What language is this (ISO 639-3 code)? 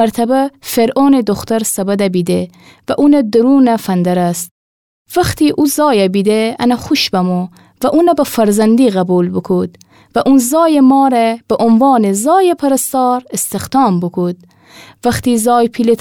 glk